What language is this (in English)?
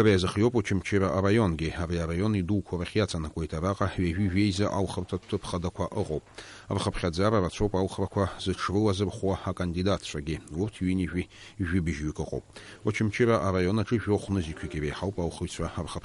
Abkhazian